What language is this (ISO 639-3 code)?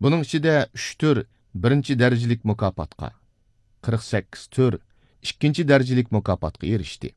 uig